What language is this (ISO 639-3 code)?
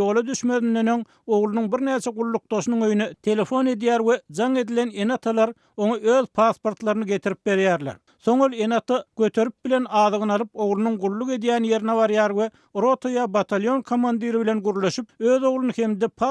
tuk